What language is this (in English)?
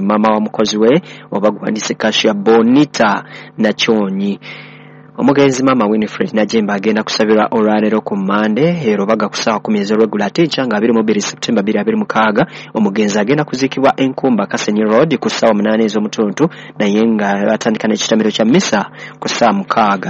Ganda